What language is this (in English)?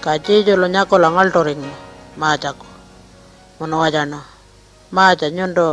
Pitjantjatjara